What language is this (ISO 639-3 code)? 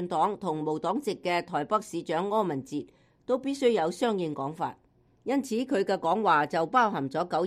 yue